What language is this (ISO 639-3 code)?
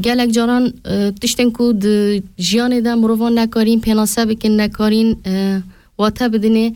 kur